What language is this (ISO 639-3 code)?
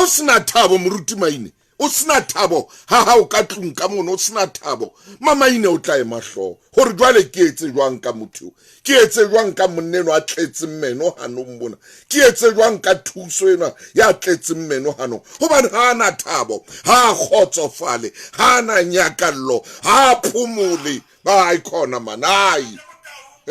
sot